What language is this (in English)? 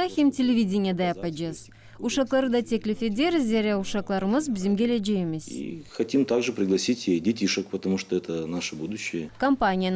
Gagauz